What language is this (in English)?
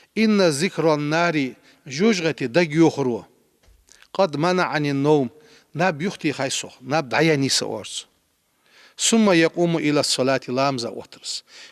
Ingush